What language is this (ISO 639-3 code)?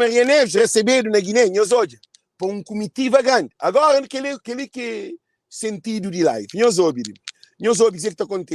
kea